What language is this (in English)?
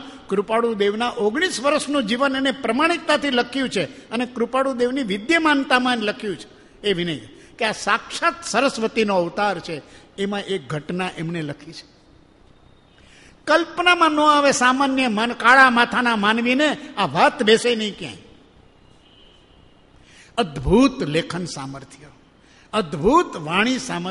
Gujarati